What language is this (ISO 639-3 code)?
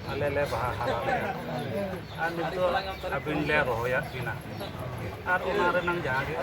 sat